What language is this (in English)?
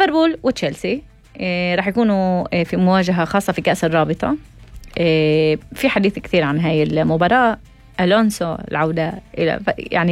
North Levantine Arabic